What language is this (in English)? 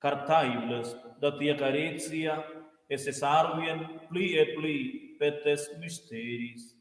Romansh